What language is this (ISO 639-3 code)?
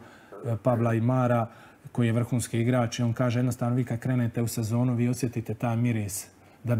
hrv